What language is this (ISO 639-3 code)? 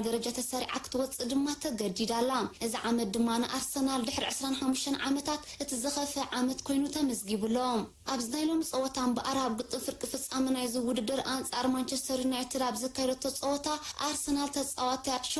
tir